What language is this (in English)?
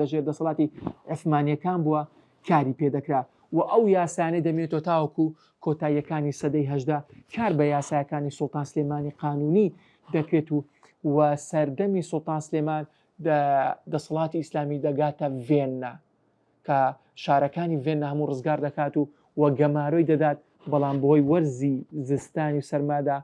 Central Kurdish